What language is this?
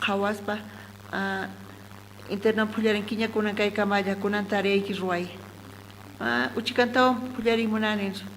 South Bolivian Quechua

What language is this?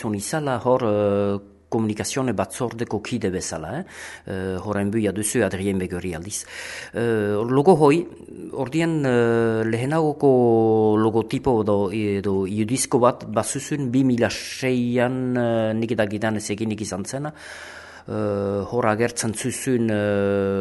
Basque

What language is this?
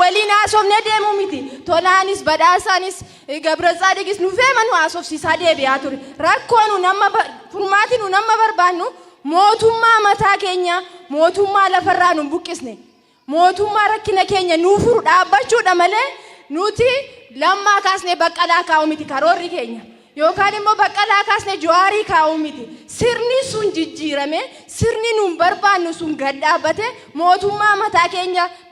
Oromo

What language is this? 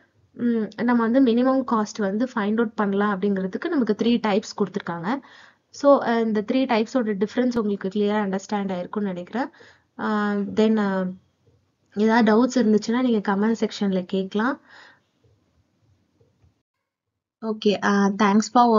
Tamil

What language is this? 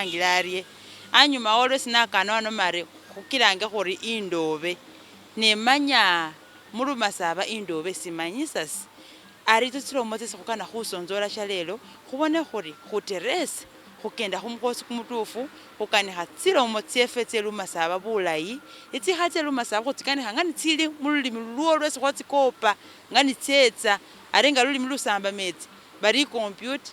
Masaaba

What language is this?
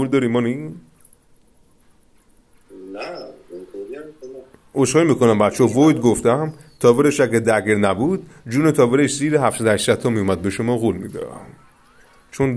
Persian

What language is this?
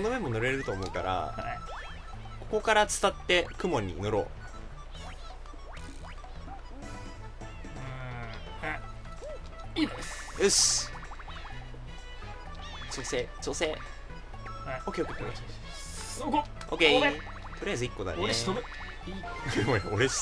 Japanese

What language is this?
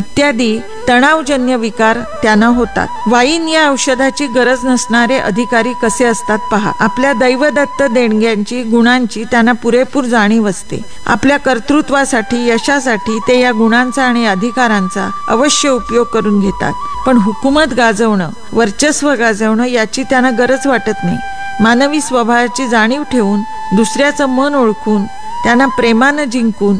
Marathi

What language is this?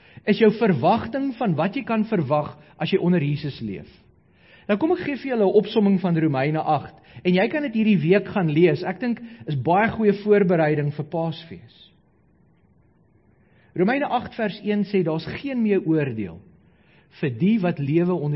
Afrikaans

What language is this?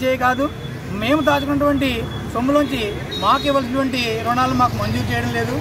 Telugu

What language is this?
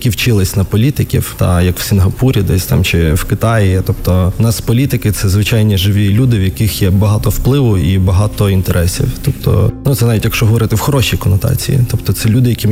Ukrainian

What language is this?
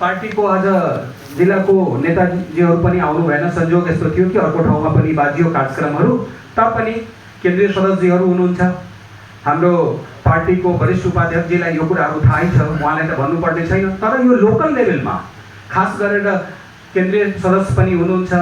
Nepali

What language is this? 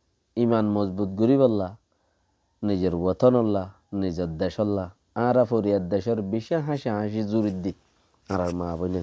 Rohingya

